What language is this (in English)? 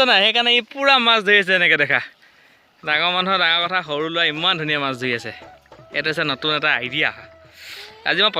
Assamese